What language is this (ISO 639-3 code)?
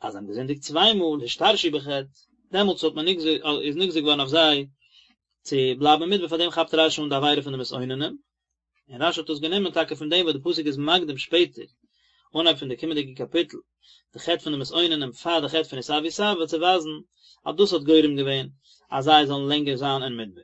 yid